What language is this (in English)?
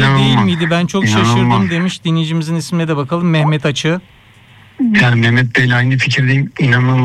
Turkish